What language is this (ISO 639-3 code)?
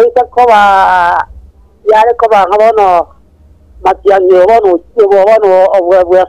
guz